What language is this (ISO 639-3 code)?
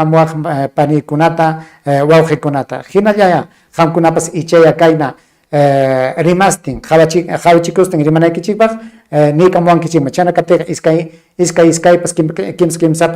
quy